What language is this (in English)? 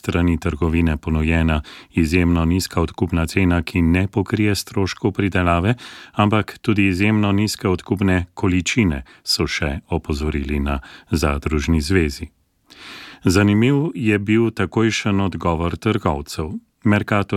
Slovenian